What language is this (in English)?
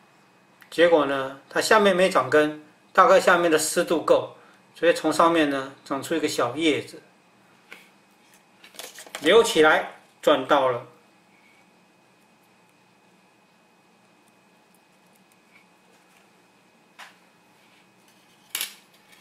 Chinese